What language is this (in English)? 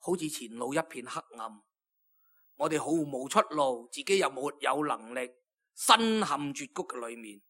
Cantonese